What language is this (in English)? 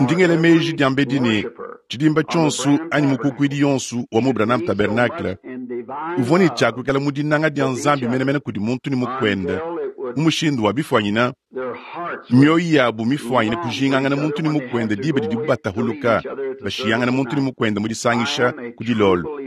Luba-Lulua